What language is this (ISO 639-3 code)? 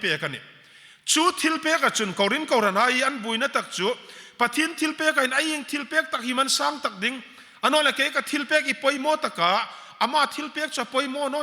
hmr